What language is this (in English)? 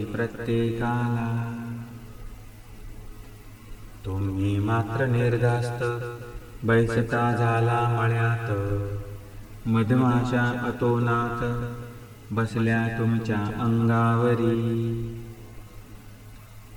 Marathi